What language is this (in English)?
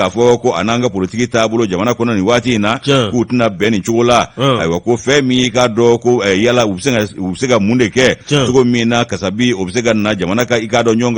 Bambara